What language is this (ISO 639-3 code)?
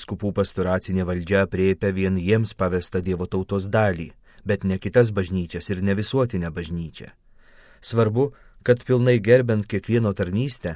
lit